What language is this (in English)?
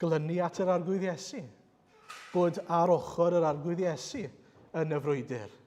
Welsh